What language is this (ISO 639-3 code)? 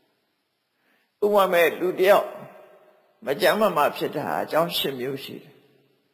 mya